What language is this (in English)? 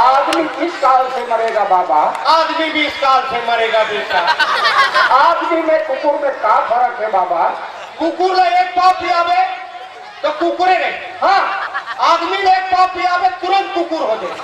Chhattisgarhi